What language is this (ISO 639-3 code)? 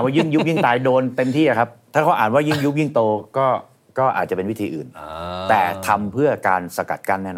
tha